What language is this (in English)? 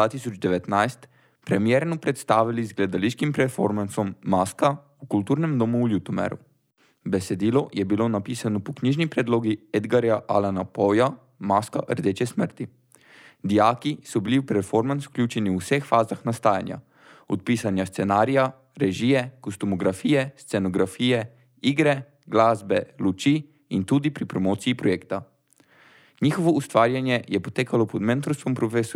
Slovenian